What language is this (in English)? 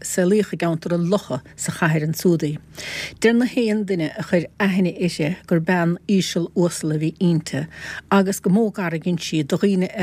Irish